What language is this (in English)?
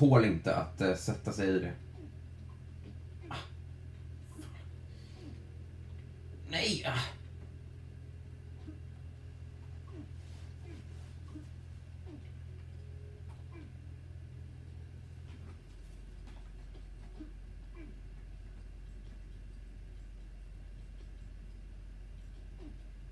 Swedish